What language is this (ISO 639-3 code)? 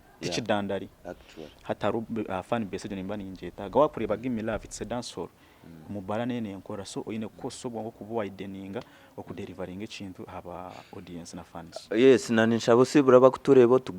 nyn